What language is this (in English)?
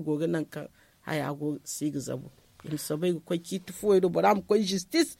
Zarma